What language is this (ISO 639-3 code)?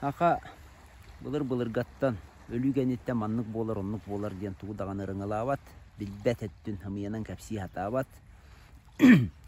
sah